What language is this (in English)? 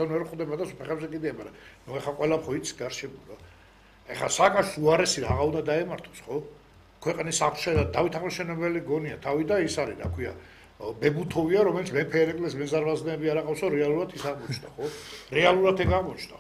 Georgian